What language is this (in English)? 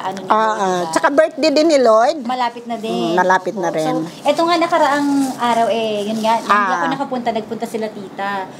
Filipino